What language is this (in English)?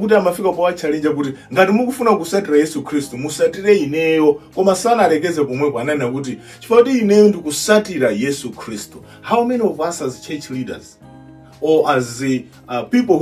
Nyanja